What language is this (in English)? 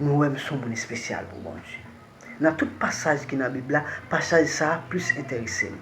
Haitian Creole